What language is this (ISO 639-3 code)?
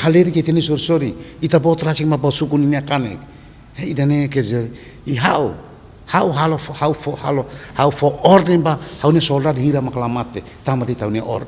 tet